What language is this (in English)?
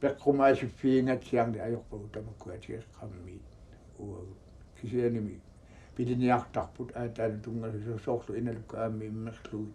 Kalaallisut